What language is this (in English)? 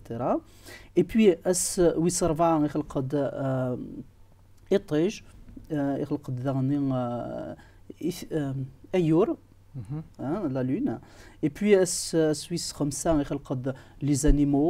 Kabyle